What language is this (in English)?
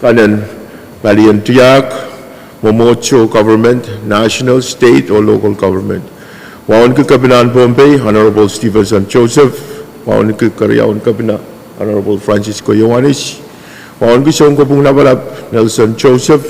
Pohnpeian